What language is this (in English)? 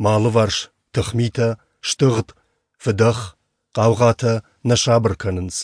Ossetic